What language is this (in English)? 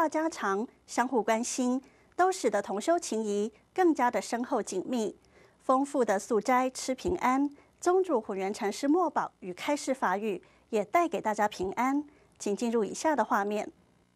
Chinese